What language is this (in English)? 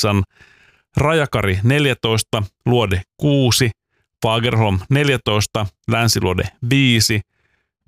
Finnish